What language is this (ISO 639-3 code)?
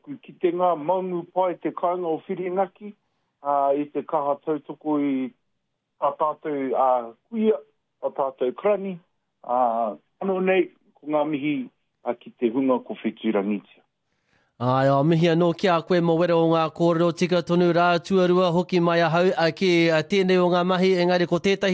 mri